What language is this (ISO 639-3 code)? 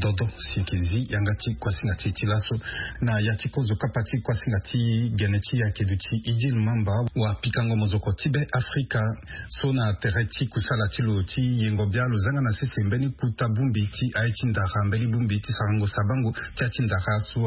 sag